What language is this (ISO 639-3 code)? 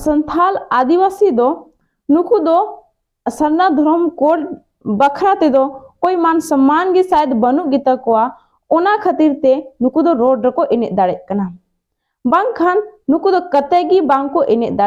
sat